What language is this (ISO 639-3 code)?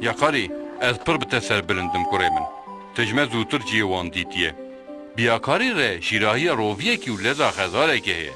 kur